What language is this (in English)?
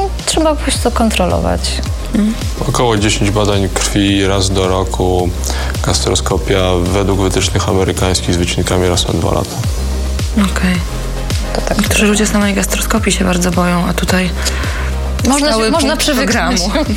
Polish